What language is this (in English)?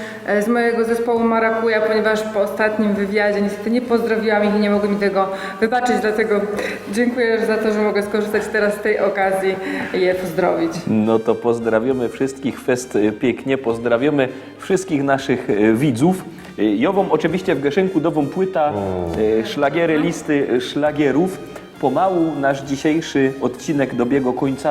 Silesian